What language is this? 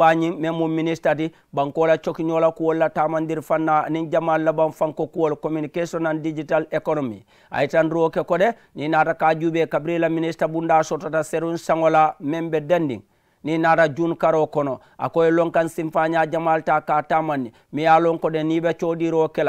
Mandingo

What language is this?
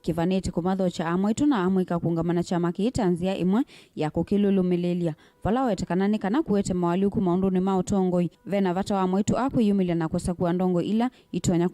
Kamba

